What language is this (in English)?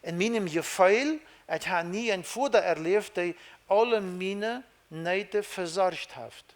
Plautdietsch